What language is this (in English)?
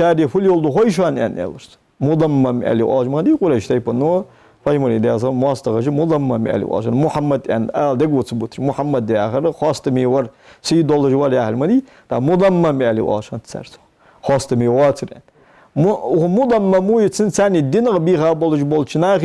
Ingush